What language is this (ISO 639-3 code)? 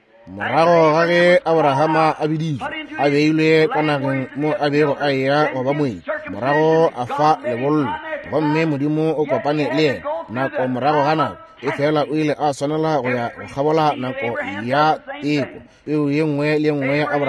nso